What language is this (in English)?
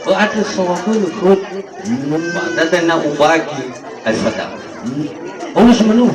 Nias